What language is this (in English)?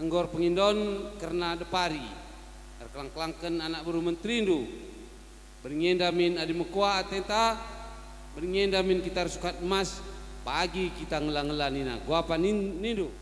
Batak Karo